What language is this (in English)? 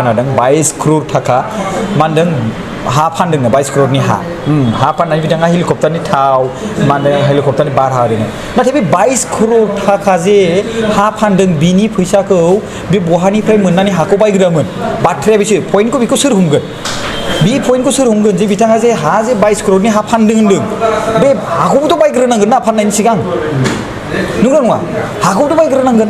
Bodo